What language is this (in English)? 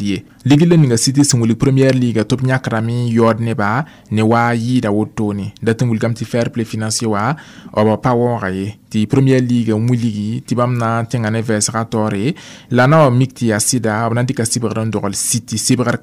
Mossi